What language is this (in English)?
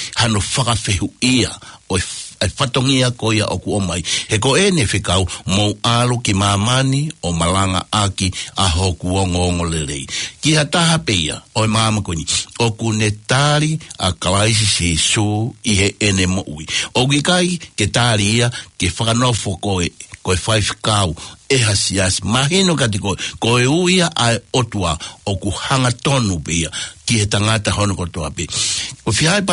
Tongan